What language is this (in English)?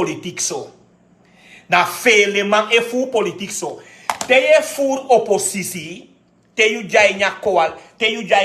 Sranan Tongo